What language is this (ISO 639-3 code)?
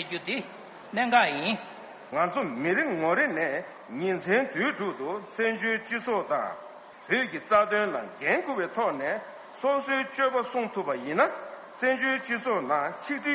bod